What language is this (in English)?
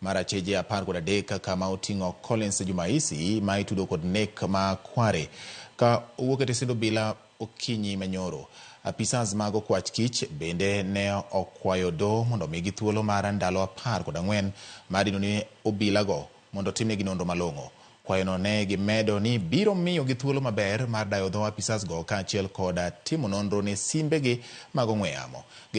Luo (Kenya and Tanzania)